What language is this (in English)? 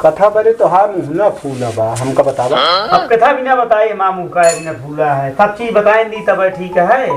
Awadhi